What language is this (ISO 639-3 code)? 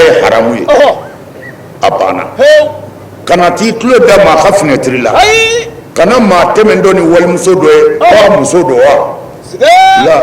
bam